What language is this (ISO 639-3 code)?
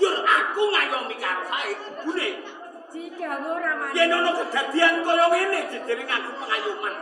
jav